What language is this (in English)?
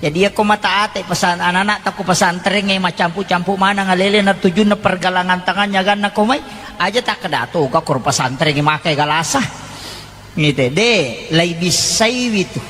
Buginese